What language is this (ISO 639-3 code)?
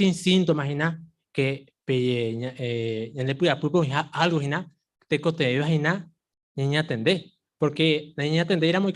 grn